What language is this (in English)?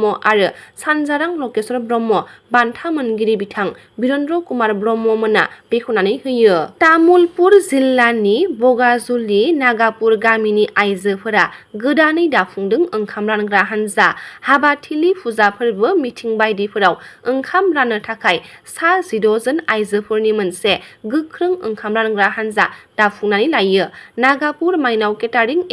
Bodo